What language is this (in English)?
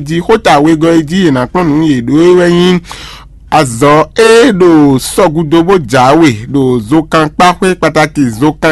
Fon